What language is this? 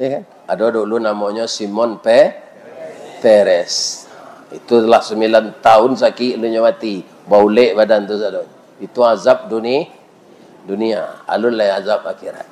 Minangkabau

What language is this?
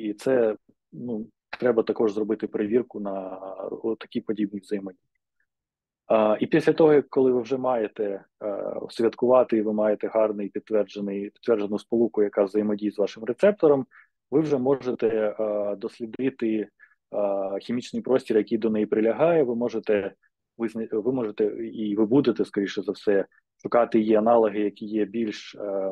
Ukrainian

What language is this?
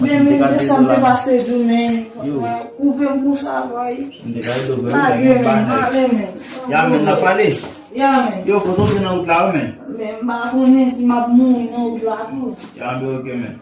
Haitian Creole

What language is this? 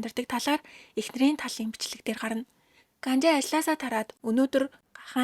Mongolian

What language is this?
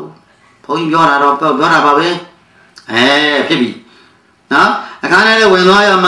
Burmese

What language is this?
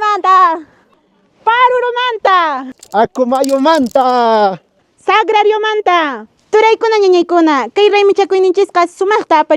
Quechua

